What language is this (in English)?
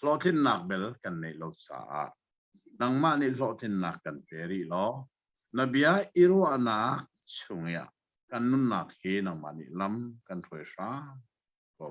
Hakha Chin